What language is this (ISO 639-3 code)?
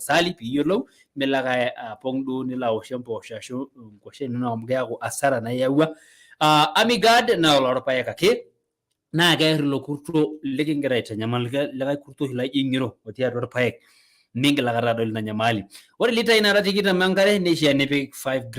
mas